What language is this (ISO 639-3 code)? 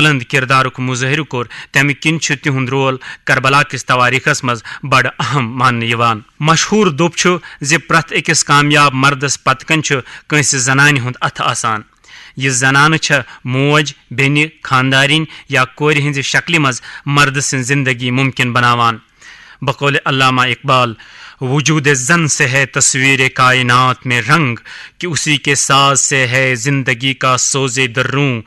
kas